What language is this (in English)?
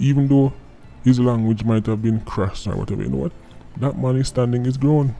Jamaican Creole English